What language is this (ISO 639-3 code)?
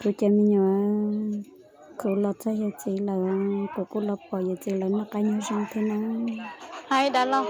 hmn